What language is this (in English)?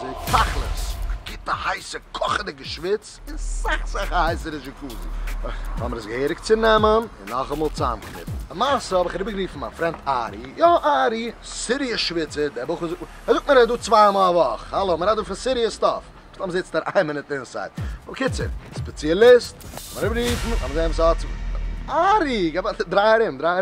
Yiddish